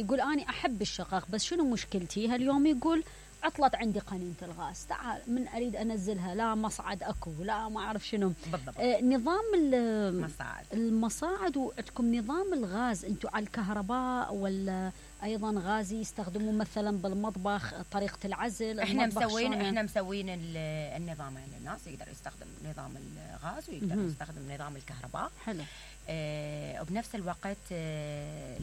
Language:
Mesopotamian Arabic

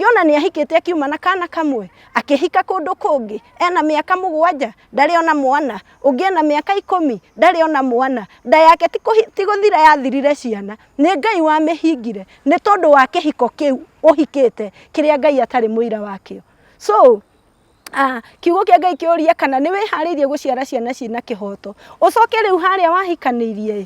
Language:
Kikuyu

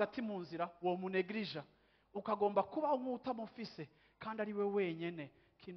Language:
Rundi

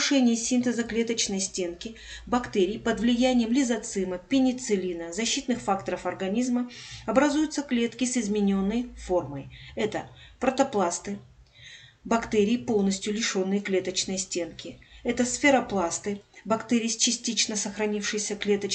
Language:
Russian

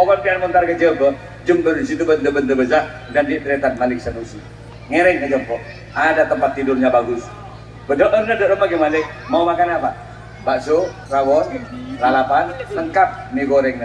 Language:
Madurese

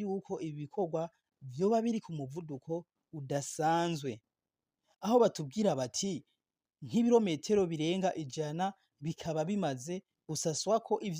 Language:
Rundi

